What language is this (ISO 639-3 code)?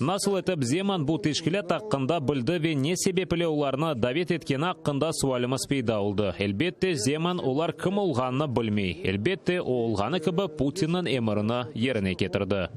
crh